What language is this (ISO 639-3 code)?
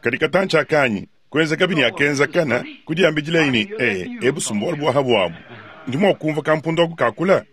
lua